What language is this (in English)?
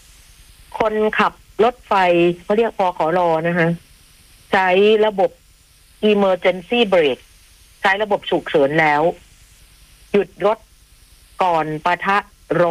Thai